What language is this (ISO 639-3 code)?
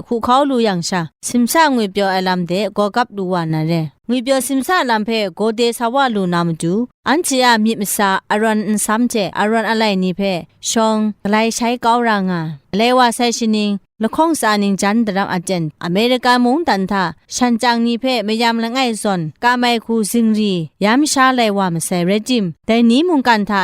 kac